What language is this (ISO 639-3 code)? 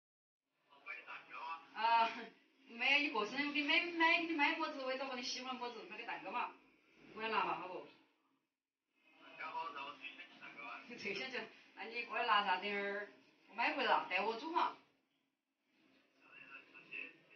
zho